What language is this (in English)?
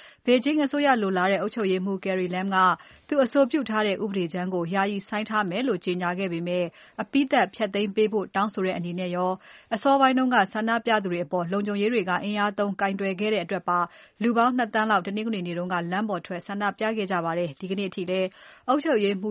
Burmese